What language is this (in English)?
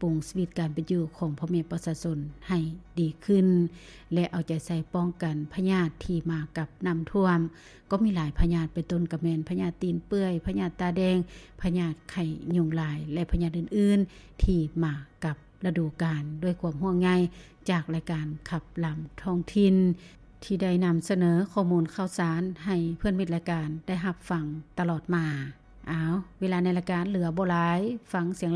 Lao